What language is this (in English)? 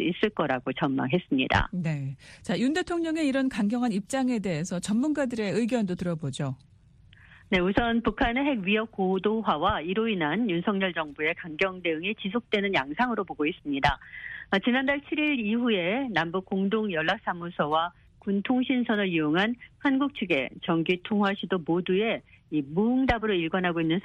Korean